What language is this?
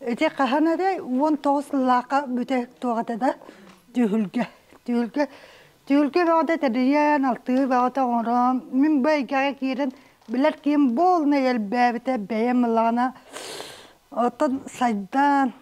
Yakut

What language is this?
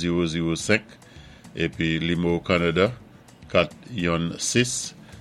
Saint Lucian Creole French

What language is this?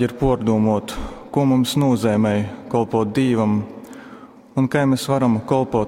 Latgalian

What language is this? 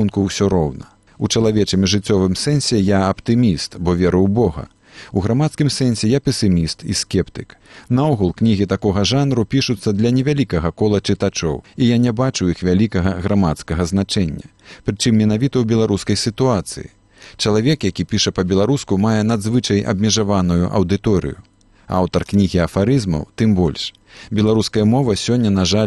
Belarusian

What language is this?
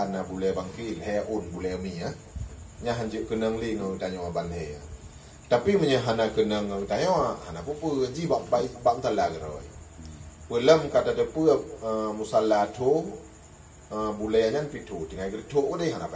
Achinese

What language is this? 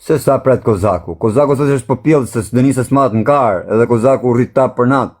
Albanian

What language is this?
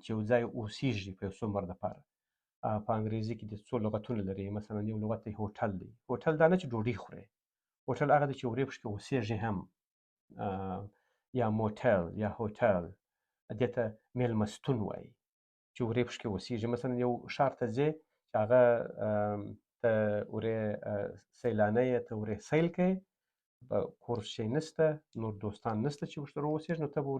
Pashto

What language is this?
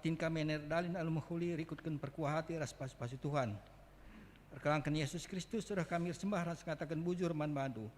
Batak Karo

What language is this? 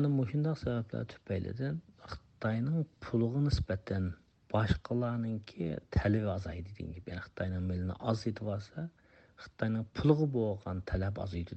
Uyghur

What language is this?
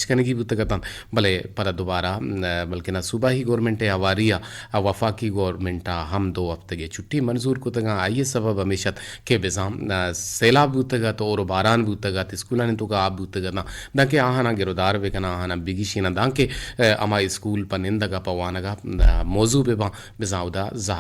Eastern Balochi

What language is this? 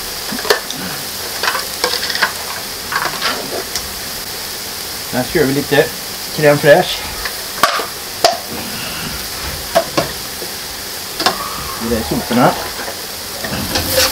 Swedish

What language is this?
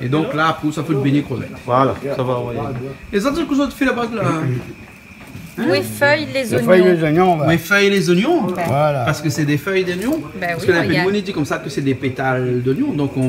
Réunion Creole French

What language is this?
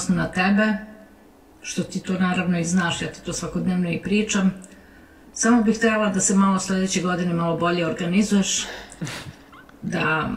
Serbian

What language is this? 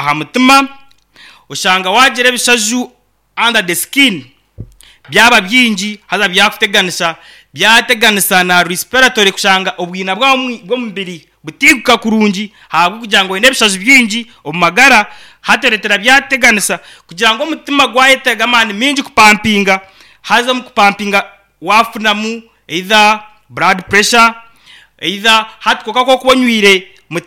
Nyankole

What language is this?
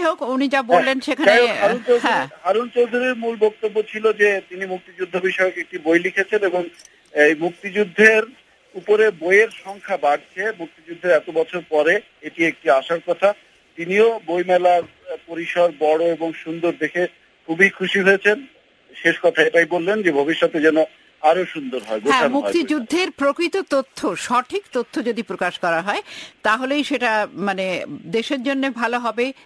Bangla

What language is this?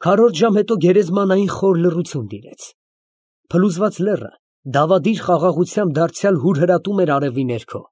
Armenian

